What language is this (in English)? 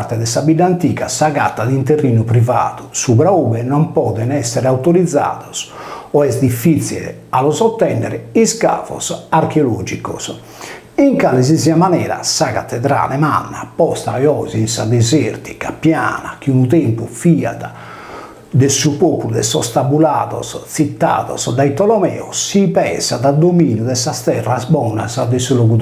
Sardinian